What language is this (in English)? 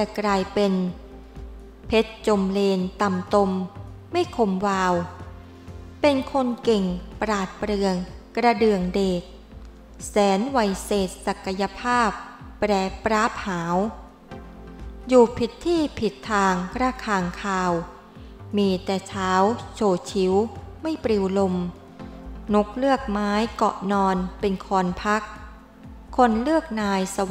Thai